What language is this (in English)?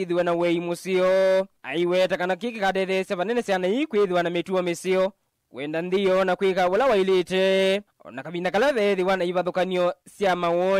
Kamba